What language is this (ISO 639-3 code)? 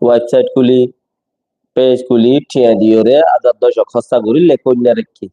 rhg